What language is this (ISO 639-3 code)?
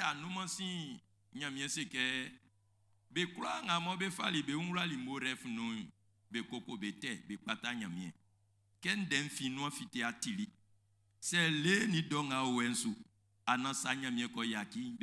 bci